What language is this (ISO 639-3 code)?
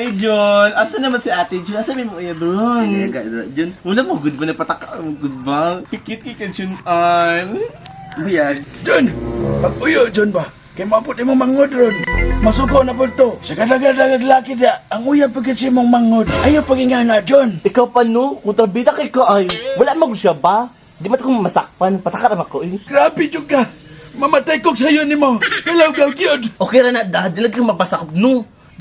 ceb